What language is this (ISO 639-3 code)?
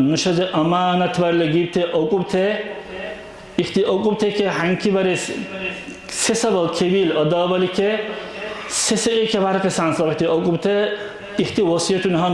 dar